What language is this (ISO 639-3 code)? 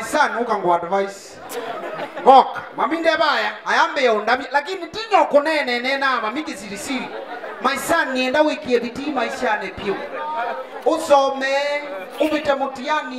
kam